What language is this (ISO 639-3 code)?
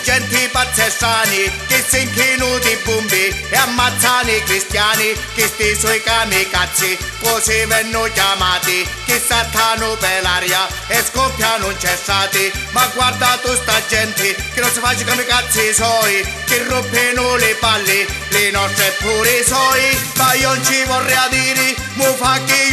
scn